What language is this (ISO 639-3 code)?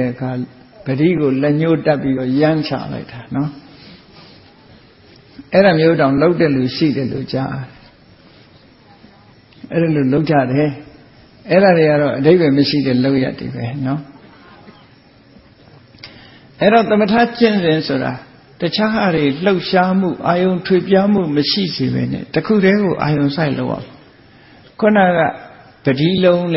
mya